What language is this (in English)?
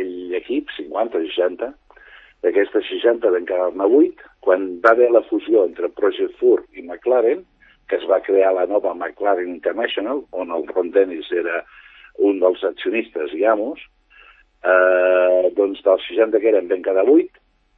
Catalan